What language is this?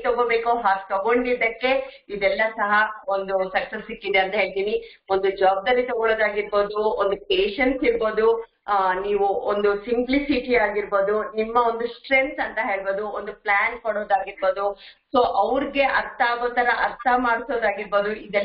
Kannada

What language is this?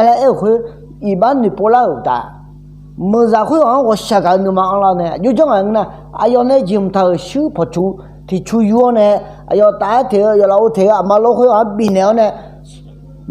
Akha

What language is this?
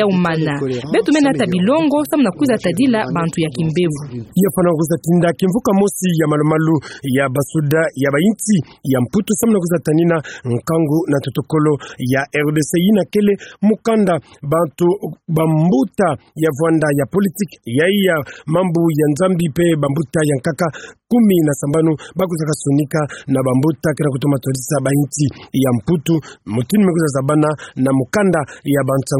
Kituba (Democratic Republic of Congo)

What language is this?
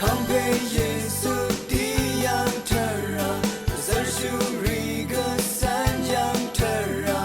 Rawang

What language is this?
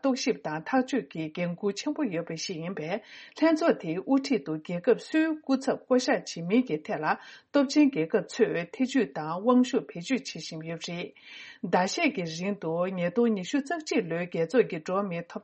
Tibetan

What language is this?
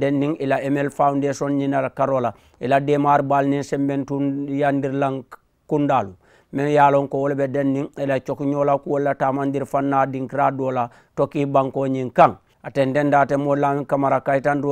Mandingo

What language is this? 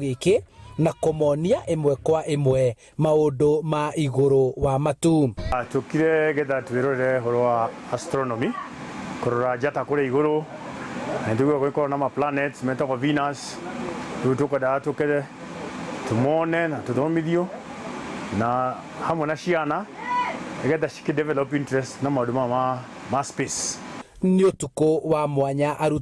Kikuyu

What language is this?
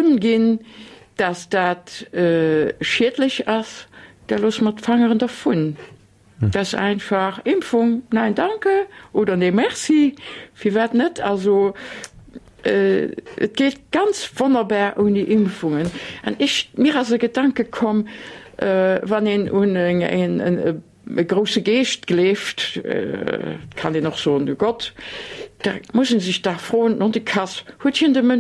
Luxembourgish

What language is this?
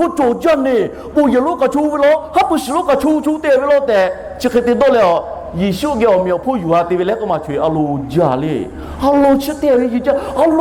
Lahu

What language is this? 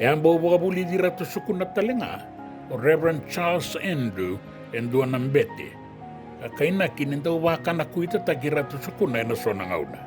Fijian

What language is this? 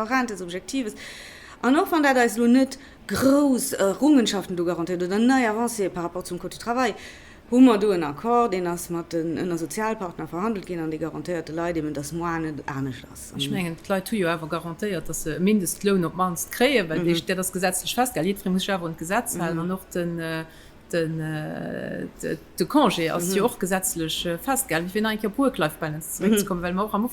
Luxembourgish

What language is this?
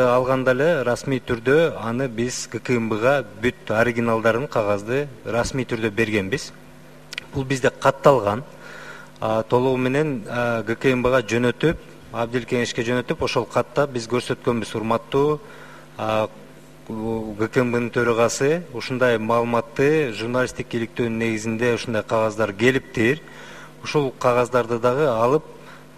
Kyrgyz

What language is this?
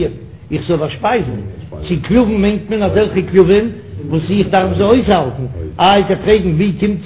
Yiddish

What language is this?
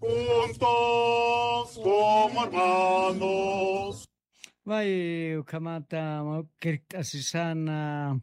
Aymara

